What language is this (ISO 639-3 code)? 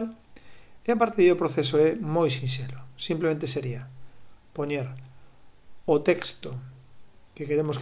glg